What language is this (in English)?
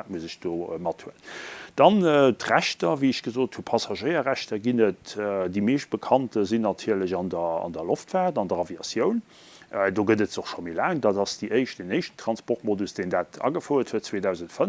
Luxembourgish